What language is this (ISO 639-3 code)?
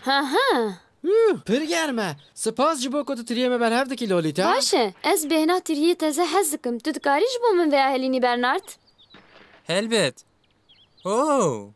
kur